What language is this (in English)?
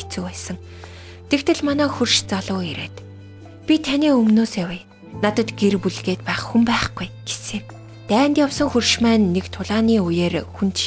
Mongolian